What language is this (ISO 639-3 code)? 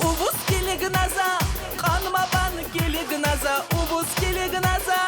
tab